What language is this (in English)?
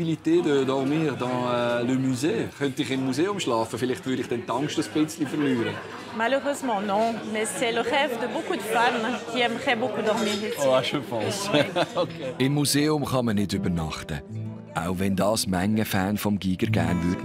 Swiss German